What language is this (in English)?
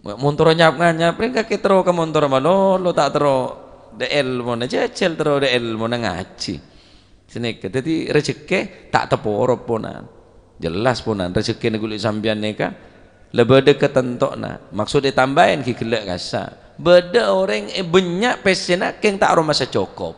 Madurese